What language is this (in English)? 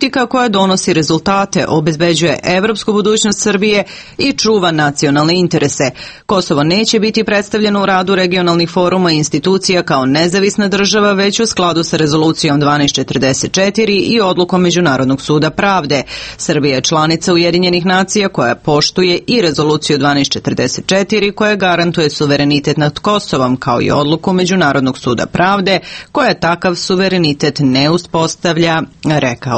Serbian